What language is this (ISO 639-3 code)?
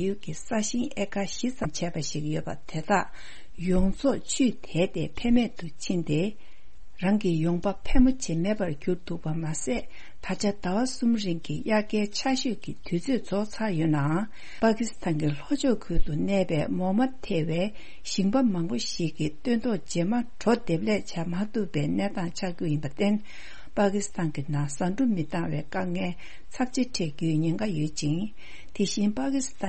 bod